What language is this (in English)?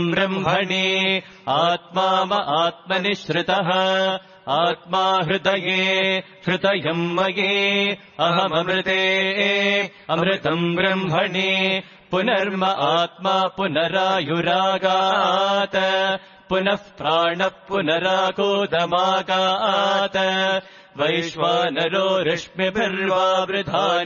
Sanskrit